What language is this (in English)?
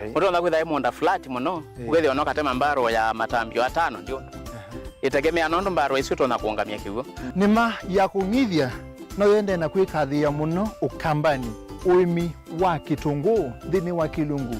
Kamba